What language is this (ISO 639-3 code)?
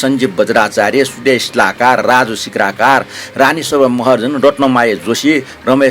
new